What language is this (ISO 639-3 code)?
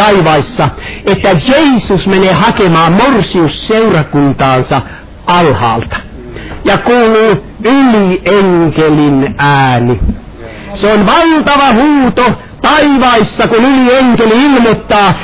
fin